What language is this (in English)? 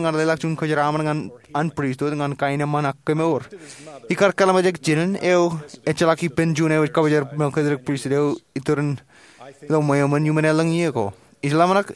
Marshallese